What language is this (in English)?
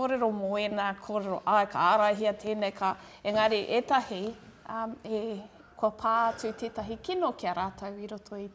Māori